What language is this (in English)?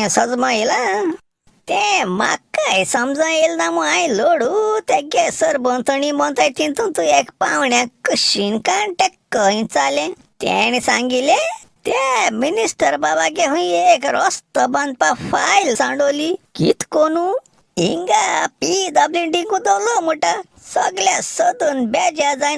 Konkani